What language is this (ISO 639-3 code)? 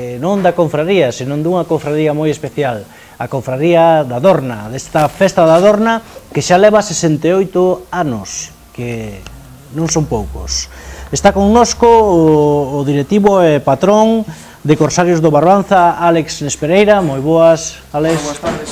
glg